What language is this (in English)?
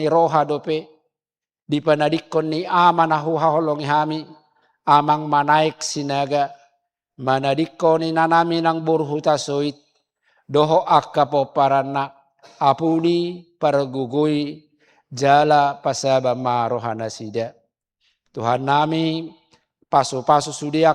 Batak Toba